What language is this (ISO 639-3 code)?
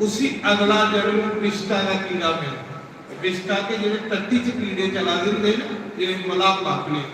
doi